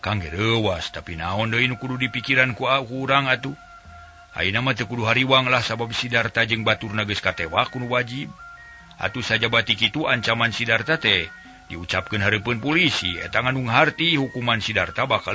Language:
Sundanese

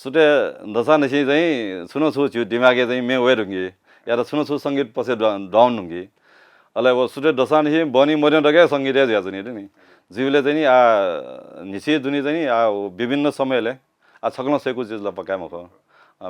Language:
Newari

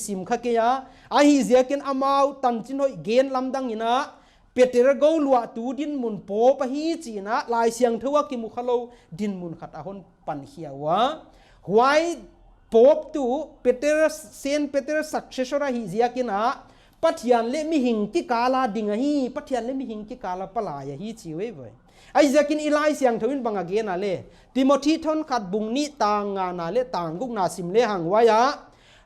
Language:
Paite Chin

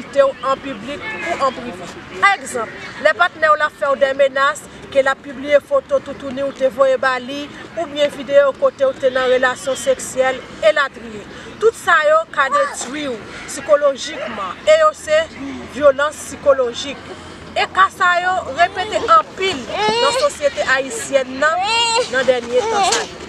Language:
Haitian Creole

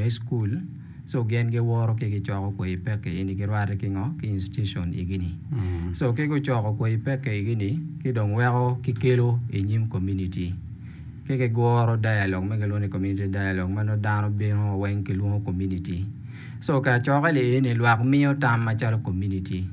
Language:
Acoli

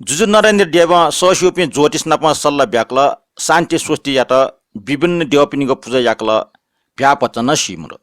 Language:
Newari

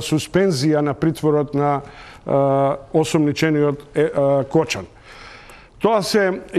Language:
Macedonian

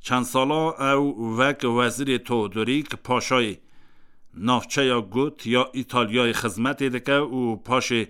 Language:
Kurdish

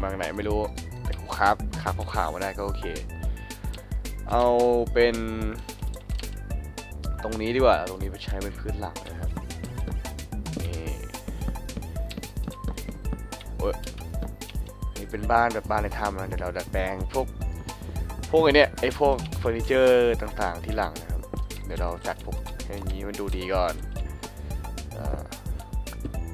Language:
Thai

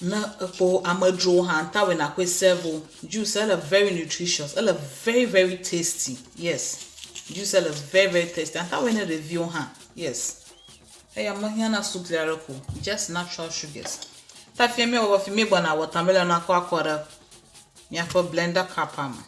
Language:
Ewe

